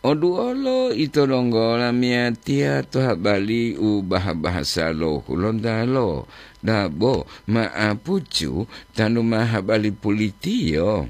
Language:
Gorontalo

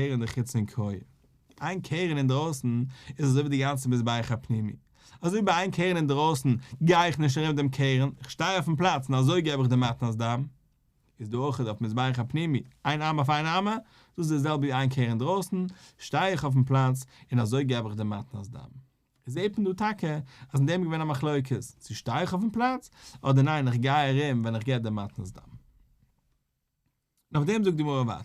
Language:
Yiddish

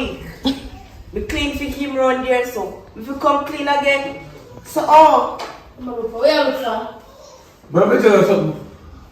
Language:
Jamaican Creole English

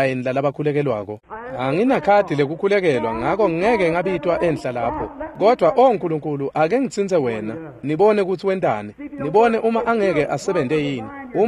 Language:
Swati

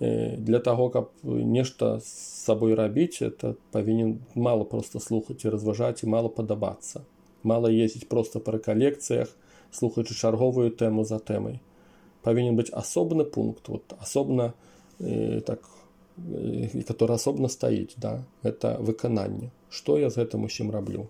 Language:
Belarusian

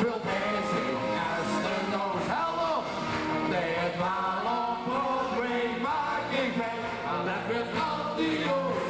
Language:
Limburgish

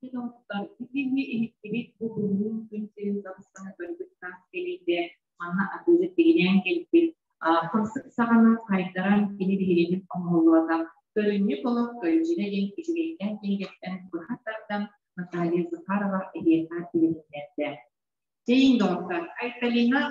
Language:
Yakut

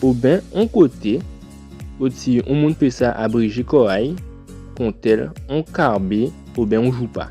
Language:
Guadeloupean Creole French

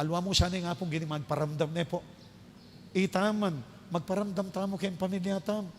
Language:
Pampanga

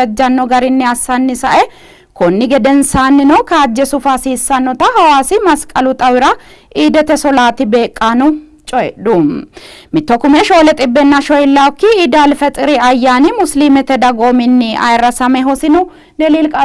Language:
Sidamo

